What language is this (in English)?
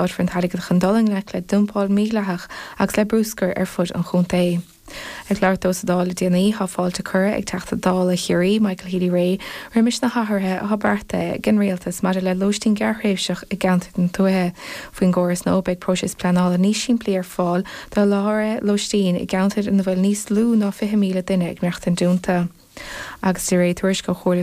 Irish